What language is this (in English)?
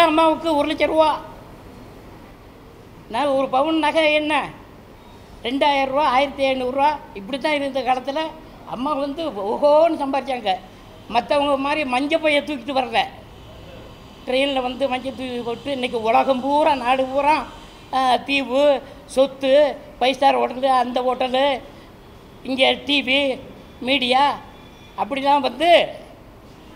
Tamil